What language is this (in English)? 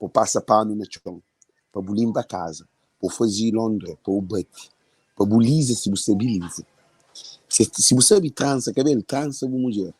Kabuverdianu